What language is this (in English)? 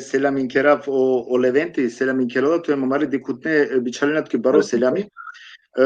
Balkan Romani